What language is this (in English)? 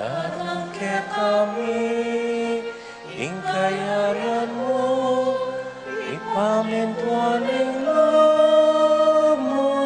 Pampanga